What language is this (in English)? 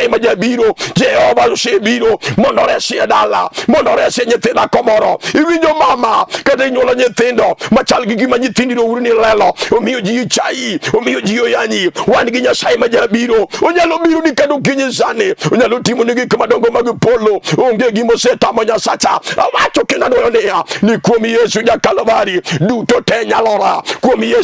Luo (Kenya and Tanzania)